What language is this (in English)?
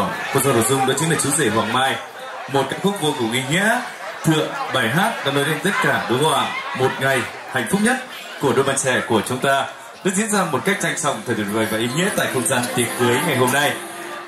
Vietnamese